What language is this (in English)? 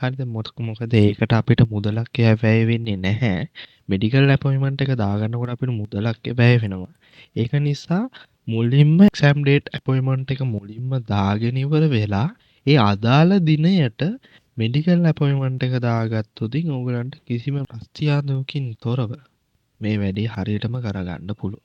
Sinhala